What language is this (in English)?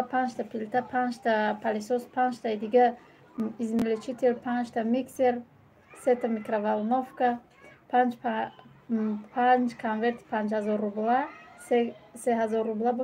Tajik